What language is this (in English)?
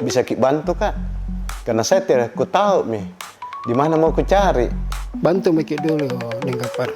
Makassar Malay